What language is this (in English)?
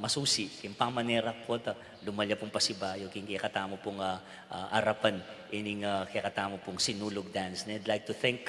Pampanga